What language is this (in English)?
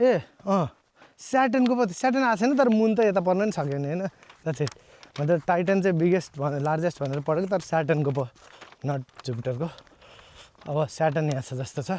Nepali